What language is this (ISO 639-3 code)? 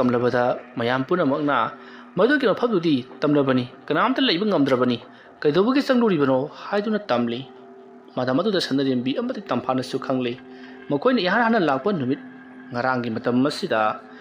mni